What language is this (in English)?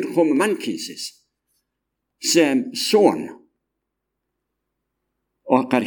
Icelandic